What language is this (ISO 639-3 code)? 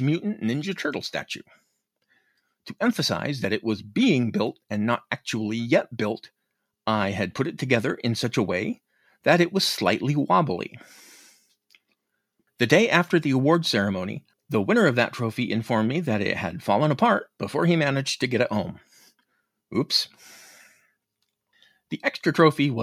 eng